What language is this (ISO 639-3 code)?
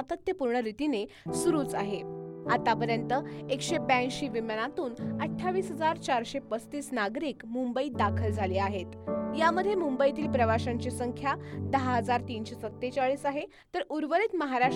mar